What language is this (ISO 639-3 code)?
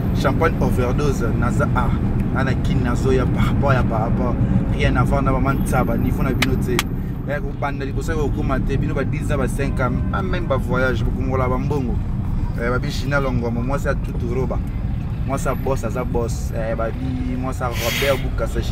lin